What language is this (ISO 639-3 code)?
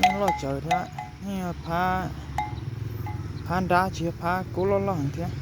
hmn